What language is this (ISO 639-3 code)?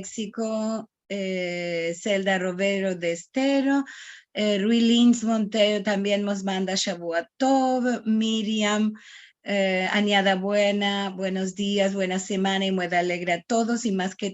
lad